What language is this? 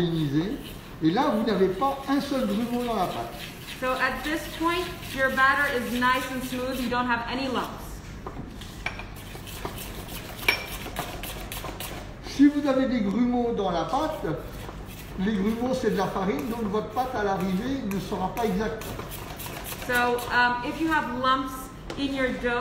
French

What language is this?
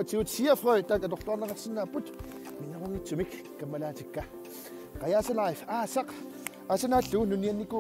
Kalaallisut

